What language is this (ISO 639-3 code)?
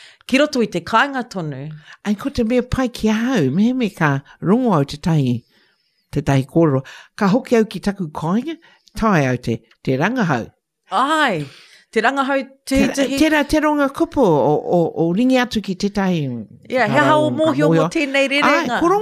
mri